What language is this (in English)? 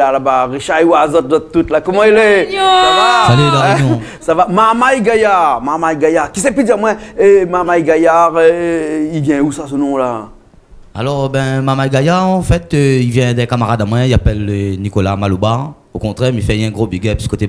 Réunion Creole French